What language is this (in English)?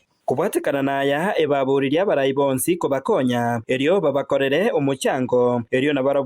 Gusii